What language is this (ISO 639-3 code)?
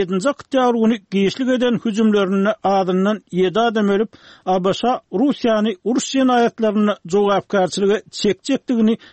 tuk